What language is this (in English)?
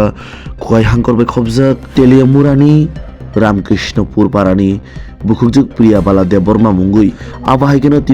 Kok Borok